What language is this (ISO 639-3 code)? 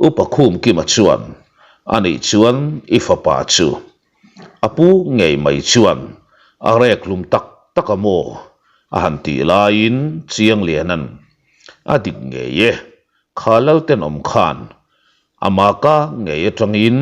lus